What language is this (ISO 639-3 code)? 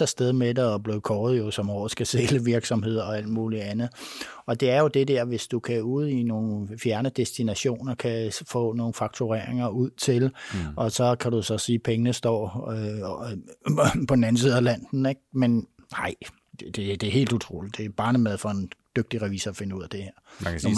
dan